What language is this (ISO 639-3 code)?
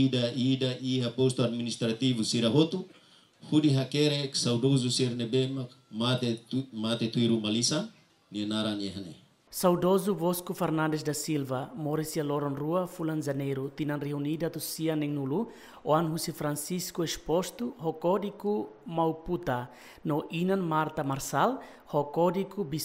tet